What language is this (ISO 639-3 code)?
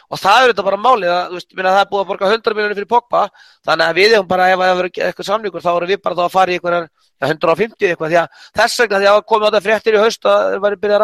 isl